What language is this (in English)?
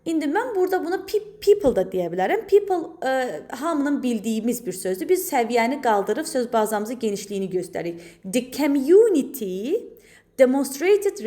Azerbaijani